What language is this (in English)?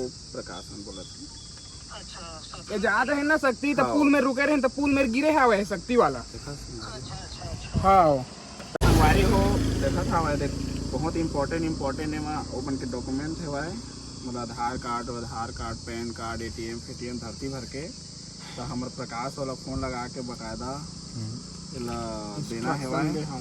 Chhattisgarhi